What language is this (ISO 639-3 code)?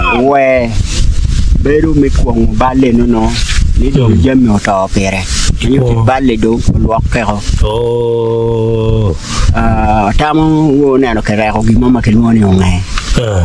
ach